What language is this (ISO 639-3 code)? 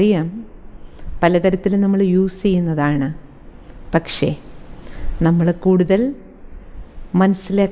mal